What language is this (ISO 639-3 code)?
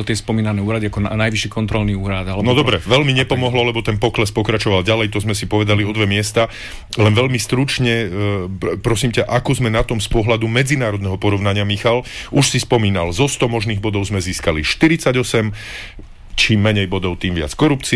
slk